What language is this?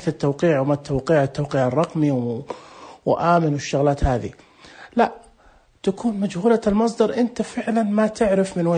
Najdi Arabic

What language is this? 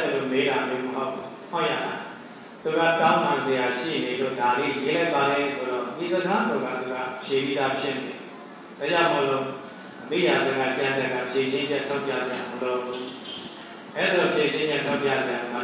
Burmese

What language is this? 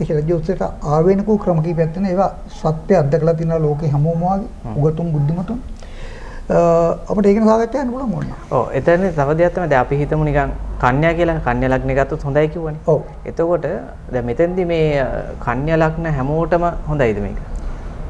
Sinhala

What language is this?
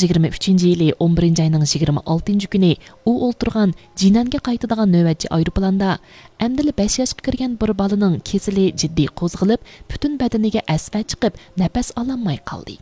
Uyghur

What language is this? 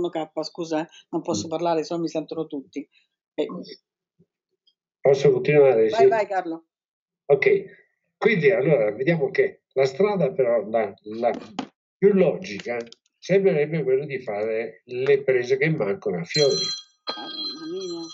Italian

